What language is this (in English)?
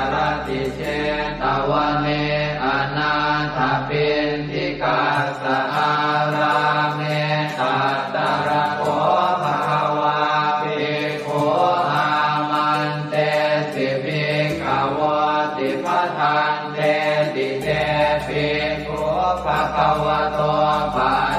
Pali